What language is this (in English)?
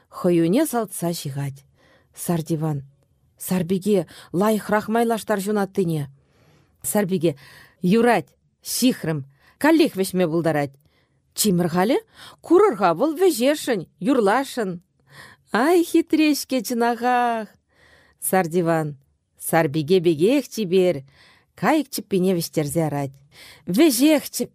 Chuvash